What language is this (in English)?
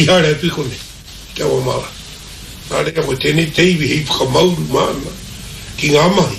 Māori